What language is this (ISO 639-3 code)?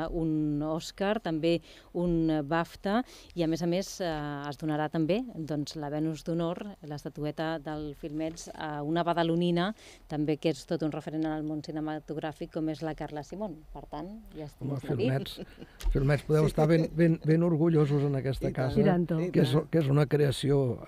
cat